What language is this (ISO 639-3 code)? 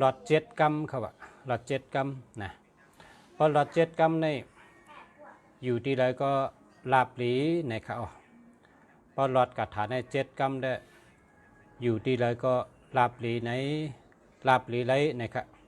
shn